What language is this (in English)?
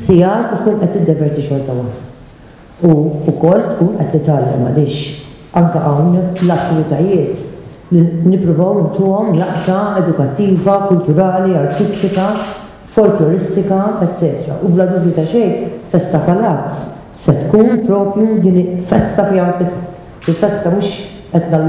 Maltese